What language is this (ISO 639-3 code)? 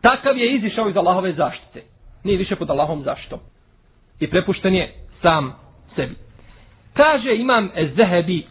bos